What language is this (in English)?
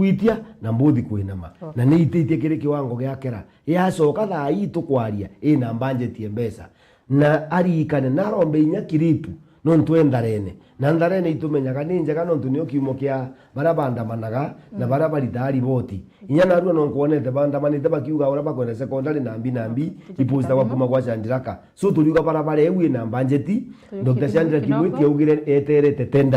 Meru